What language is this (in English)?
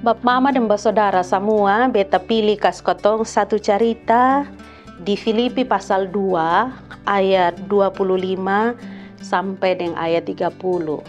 Kupang Malay